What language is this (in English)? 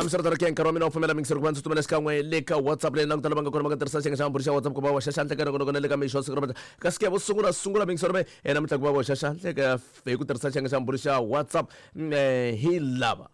Tsonga